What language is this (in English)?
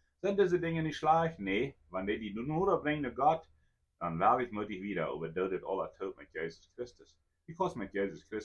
Plautdietsch